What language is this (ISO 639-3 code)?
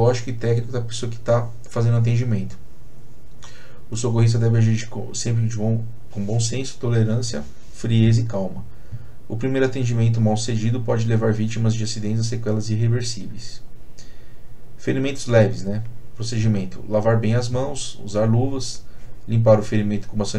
por